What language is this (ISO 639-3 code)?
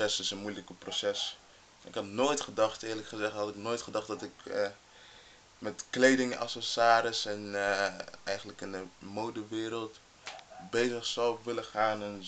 nld